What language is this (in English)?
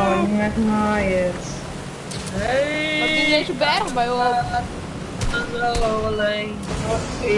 Western Frisian